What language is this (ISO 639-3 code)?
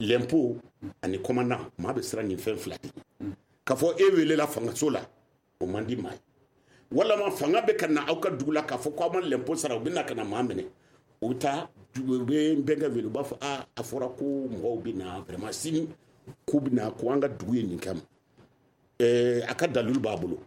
bam